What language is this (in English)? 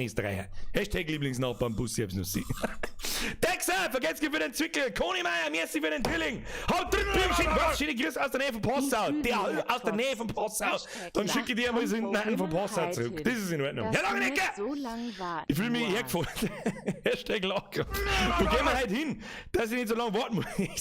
Bavarian